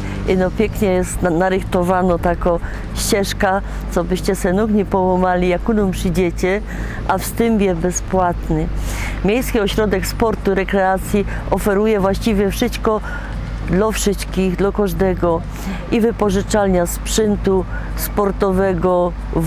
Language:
Silesian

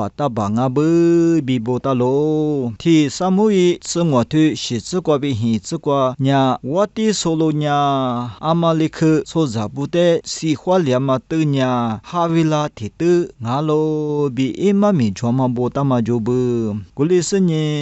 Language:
Lisu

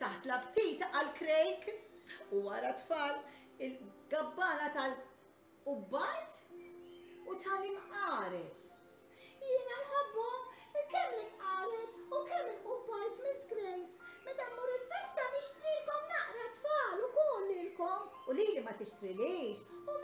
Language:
Maltese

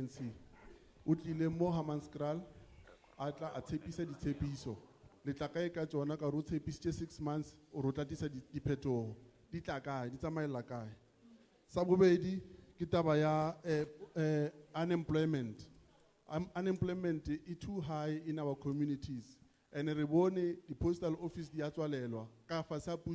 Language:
Tswana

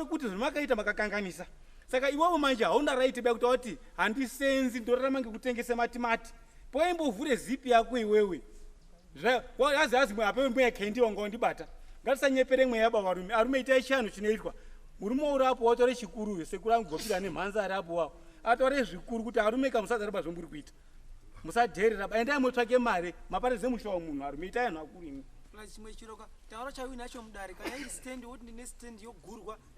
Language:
Shona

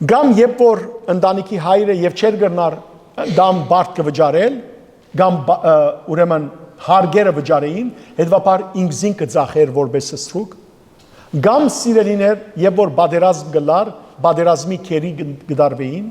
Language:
Western Armenian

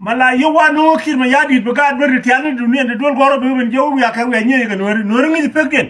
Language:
Nuer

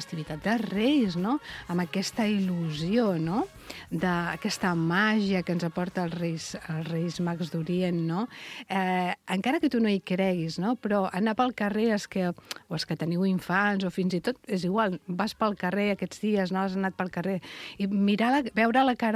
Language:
Catalan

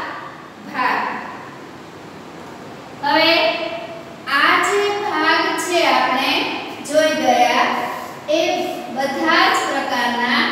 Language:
Gujarati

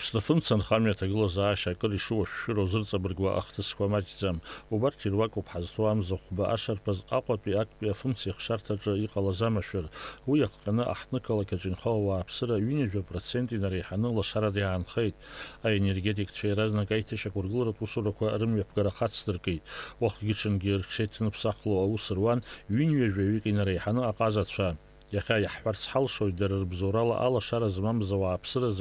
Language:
Abkhazian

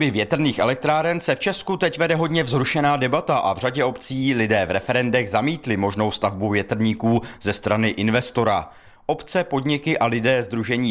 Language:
Czech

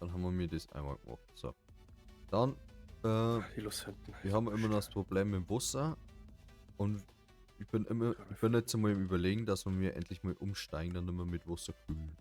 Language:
Bavarian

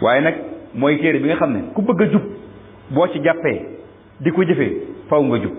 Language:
Wolof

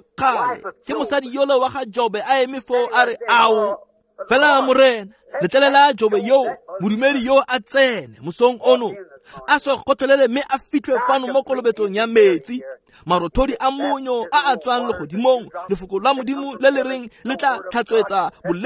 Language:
Tswana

